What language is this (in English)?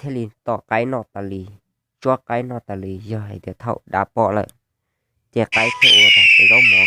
Hmong